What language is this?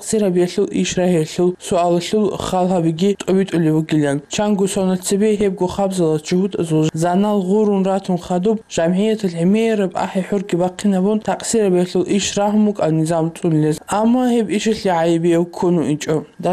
Avaric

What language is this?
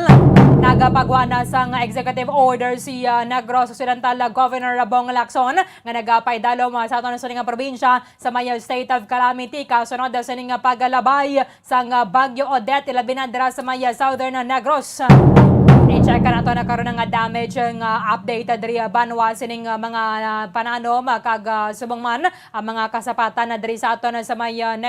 Hiligaynon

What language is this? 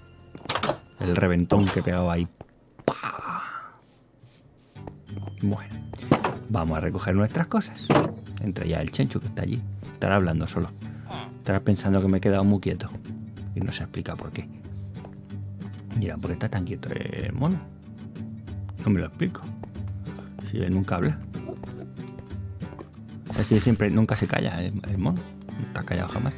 Spanish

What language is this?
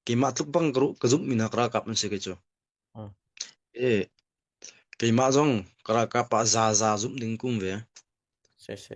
Hakha Chin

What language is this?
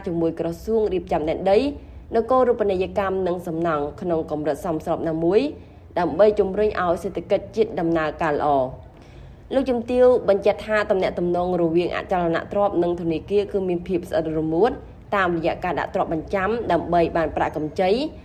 Khmer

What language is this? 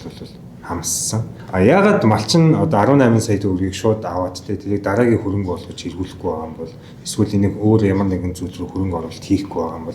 Mongolian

